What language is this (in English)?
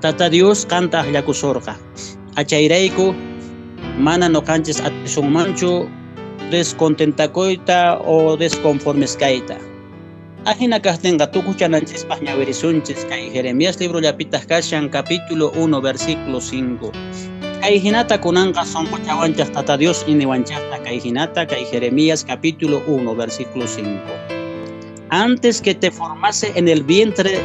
Quechua